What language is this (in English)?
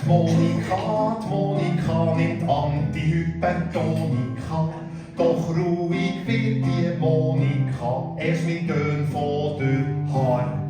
Swiss German